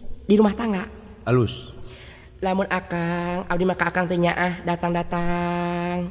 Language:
Sundanese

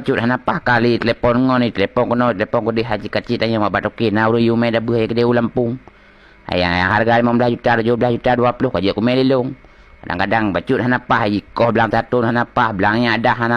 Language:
Achinese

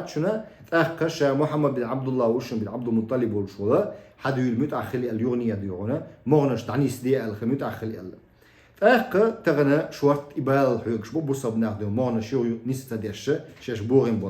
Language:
Chechen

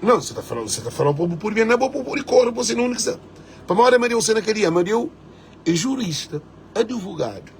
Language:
Kabuverdianu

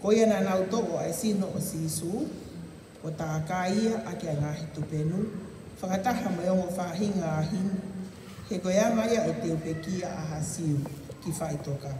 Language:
Tongan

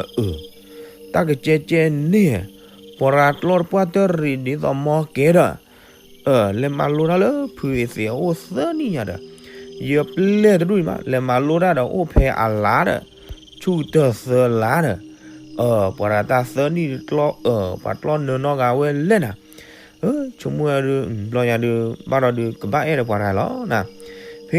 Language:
S'gaw Karen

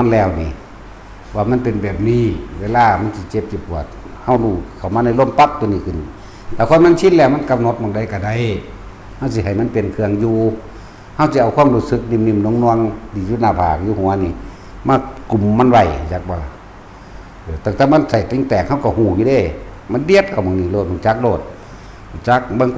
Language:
Lao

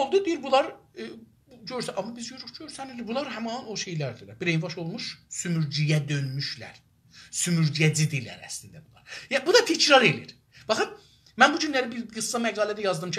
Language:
South Azerbaijani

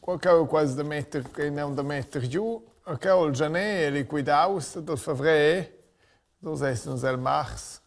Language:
Romansh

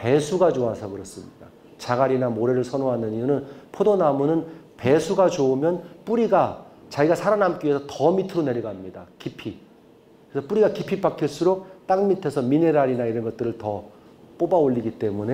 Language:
Korean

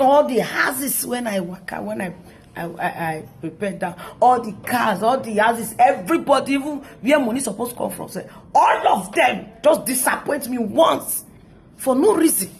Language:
Nigerian Pidgin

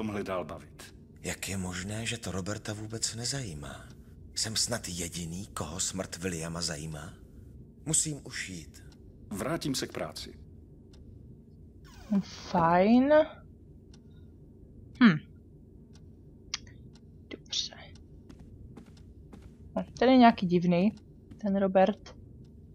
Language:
Czech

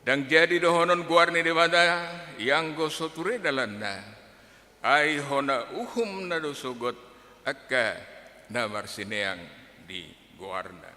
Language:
Batak Toba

